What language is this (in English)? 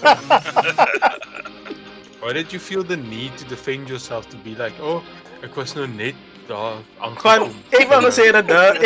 Afrikaans